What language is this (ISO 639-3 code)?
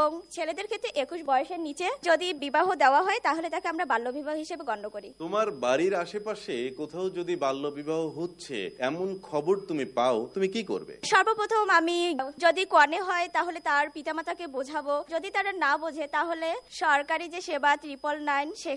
ben